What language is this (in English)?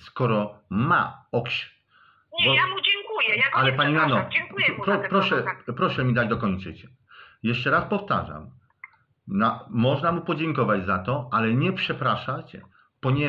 Polish